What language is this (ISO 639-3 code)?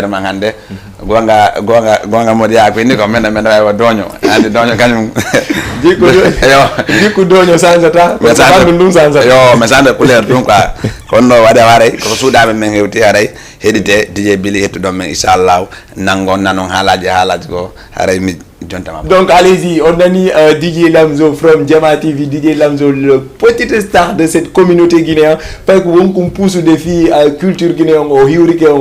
ful